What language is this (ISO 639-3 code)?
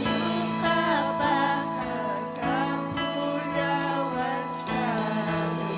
quy